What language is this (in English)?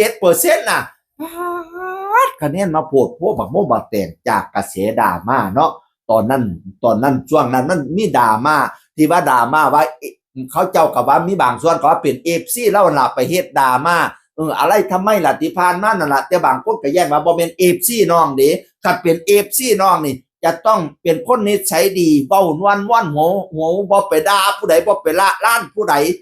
Northeastern Thai